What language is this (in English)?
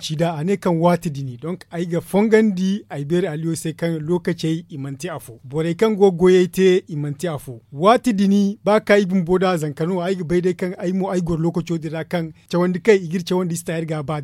Zarma